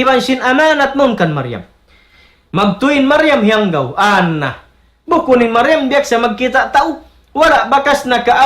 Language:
Tausug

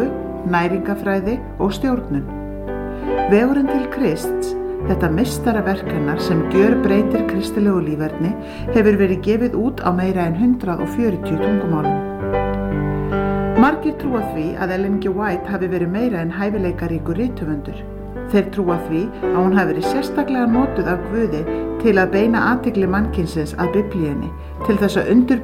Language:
Icelandic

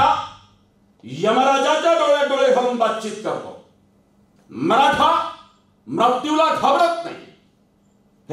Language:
Marathi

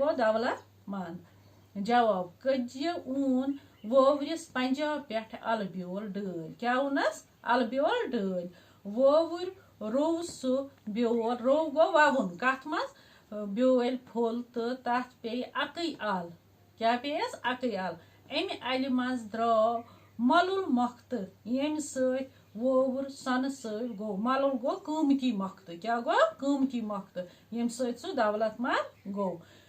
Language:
Kashmiri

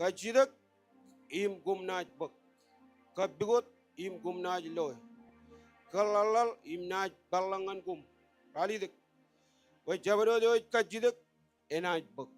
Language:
Marshallese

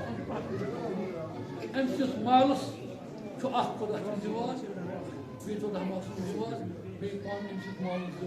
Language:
Kashmiri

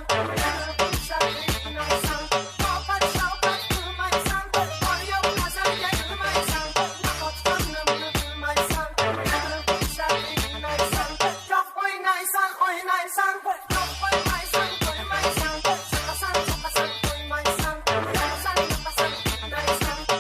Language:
Kara-Kalpak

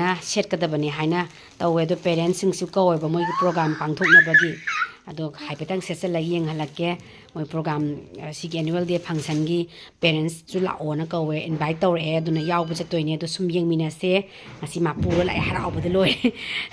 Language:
Manipuri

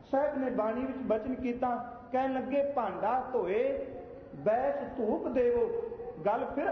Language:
Punjabi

